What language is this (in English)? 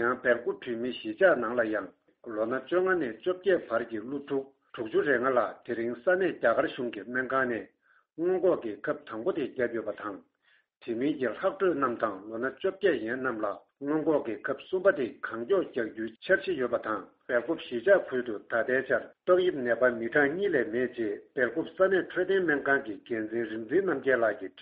Tibetan